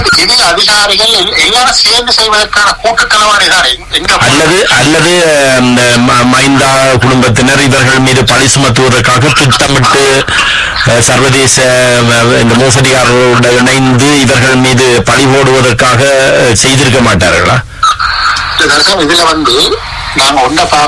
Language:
Tamil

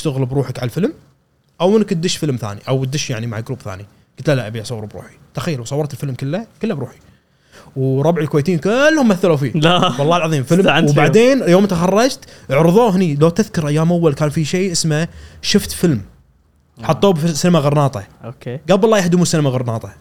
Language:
Gulf Arabic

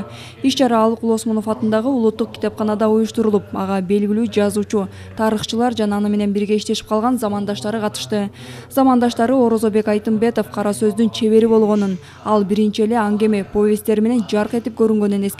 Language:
Kyrgyz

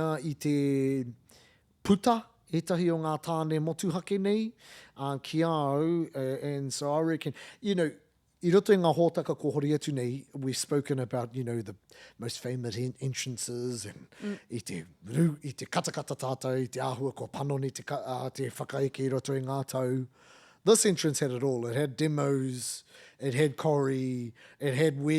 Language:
Māori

